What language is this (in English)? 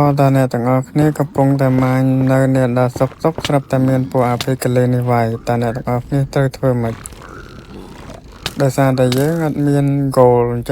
Khmer